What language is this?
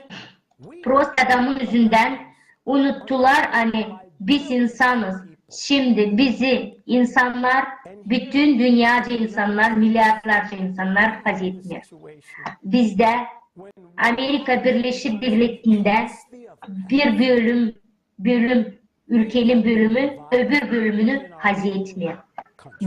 Gagauz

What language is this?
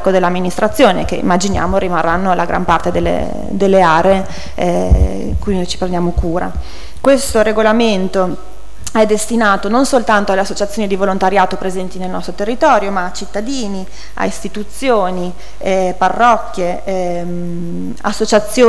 Italian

